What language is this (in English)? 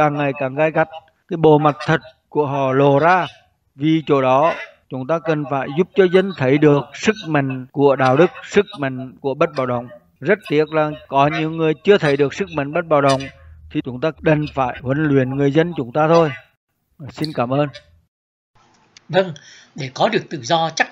Vietnamese